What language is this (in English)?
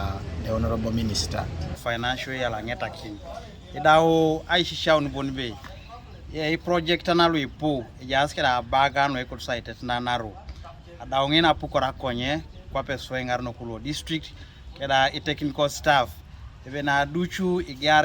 Teso